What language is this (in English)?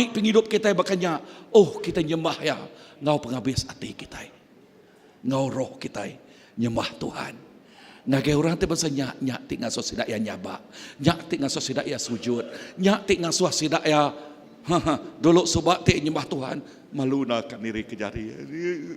Iban